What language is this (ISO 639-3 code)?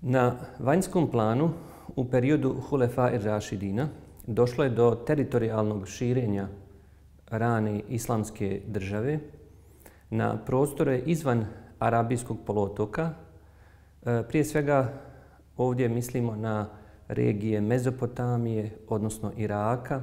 bos